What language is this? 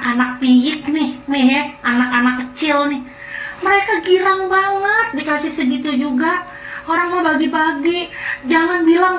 Indonesian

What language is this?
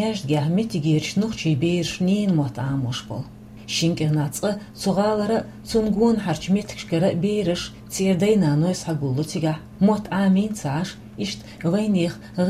Chechen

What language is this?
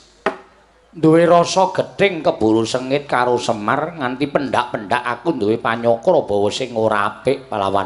Javanese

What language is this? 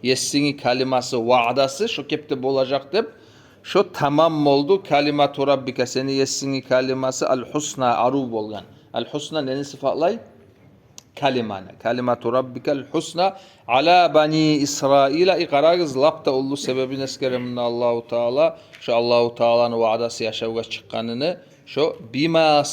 Kumyk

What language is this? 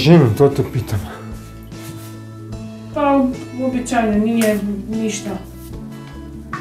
Croatian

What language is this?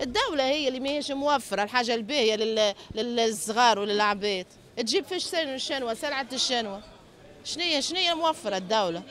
Tunisian Arabic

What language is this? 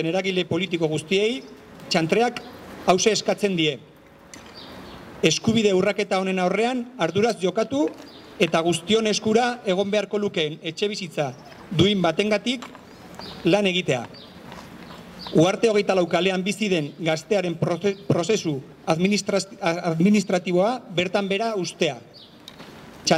Basque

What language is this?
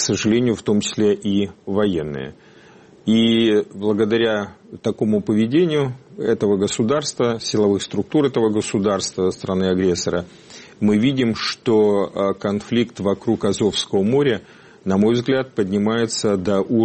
Russian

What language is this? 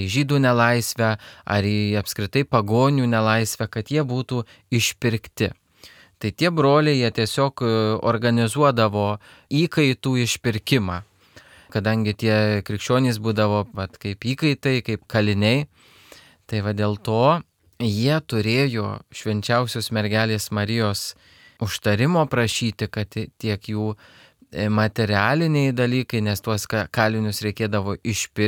Lithuanian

